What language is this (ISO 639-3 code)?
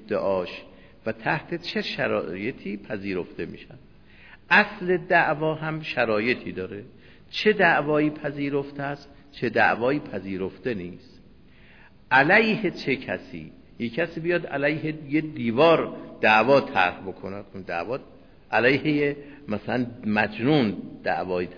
fas